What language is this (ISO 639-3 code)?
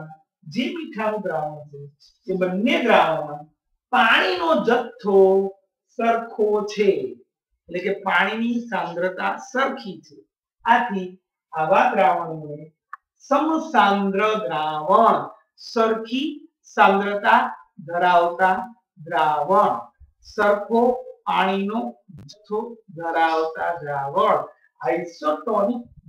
guj